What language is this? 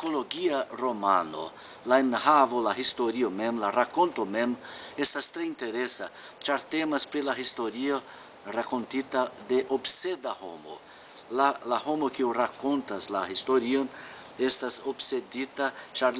Esperanto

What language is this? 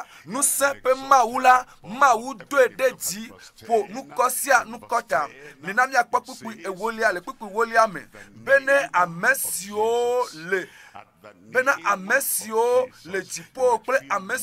Ewe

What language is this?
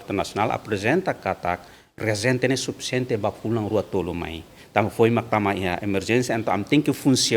Tetum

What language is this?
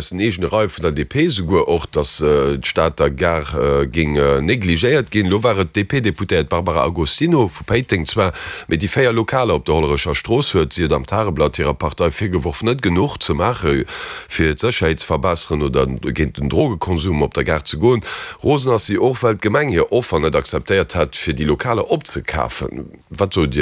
Luxembourgish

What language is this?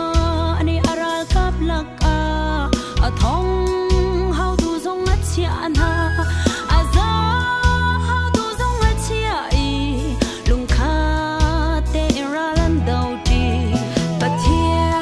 Falam Chin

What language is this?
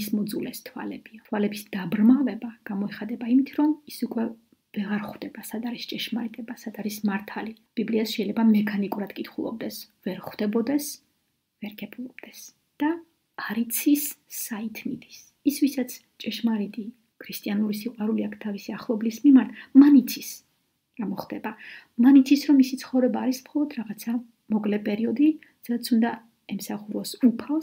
Georgian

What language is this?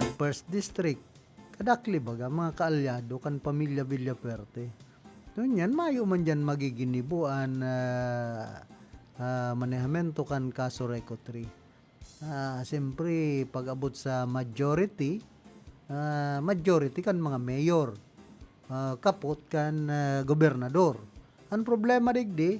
Bikol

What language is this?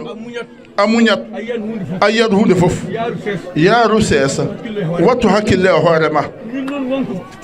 Fula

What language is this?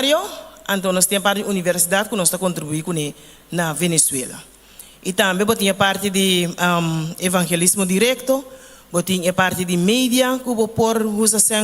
Papiamento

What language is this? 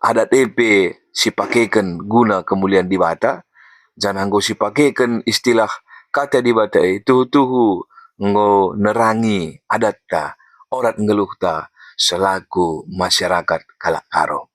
Batak Karo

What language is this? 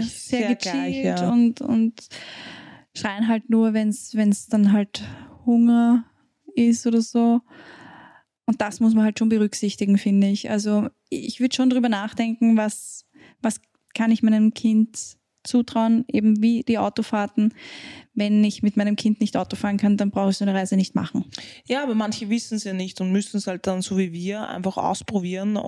German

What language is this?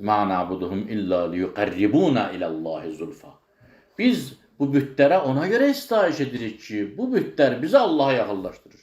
Azerbaijani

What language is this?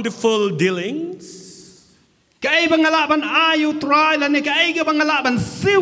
Khasi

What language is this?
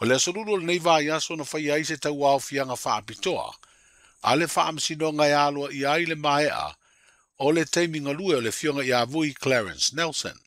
Samoan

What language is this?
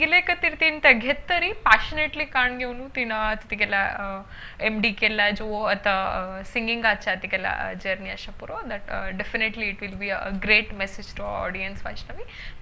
Konkani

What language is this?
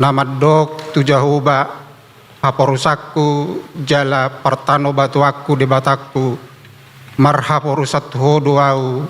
Batak Toba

